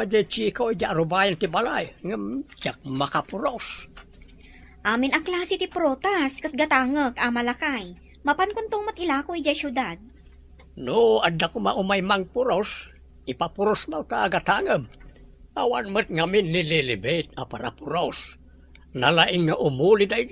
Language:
Iloko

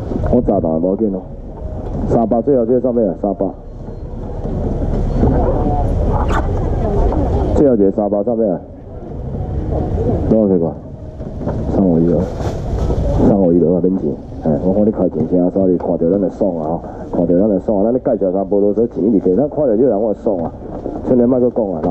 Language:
Min Nan Chinese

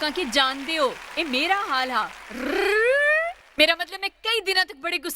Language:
Dogri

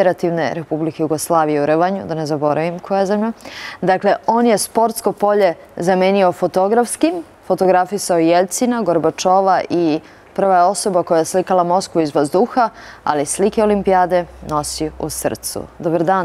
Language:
Serbian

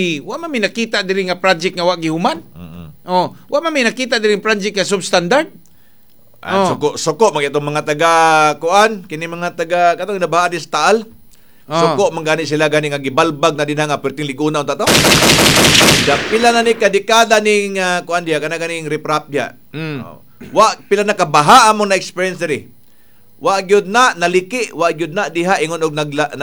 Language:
Cebuano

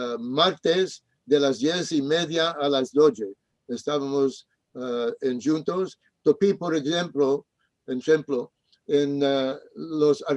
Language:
Ladino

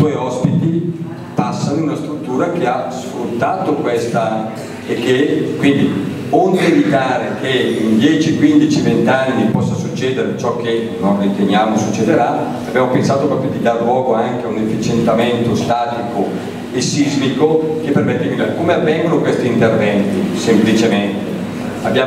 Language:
Italian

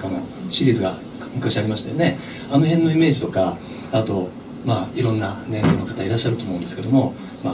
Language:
Japanese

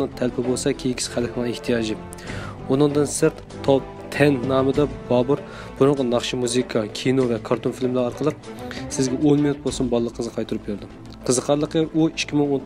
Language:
Uyghur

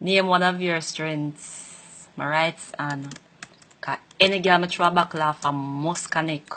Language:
Jamaican Creole English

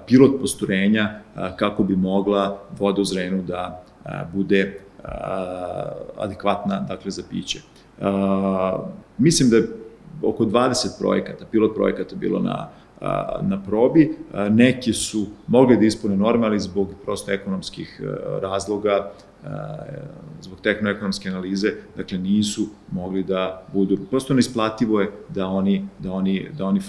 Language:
Serbian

